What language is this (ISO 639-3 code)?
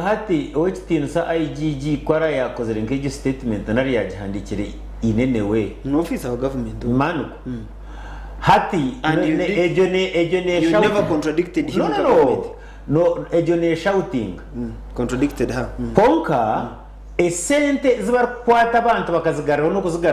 nyn